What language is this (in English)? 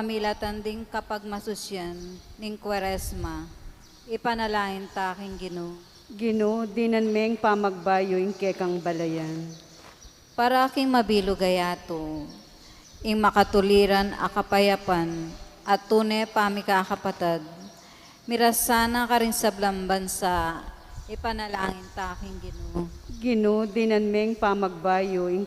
Pampanga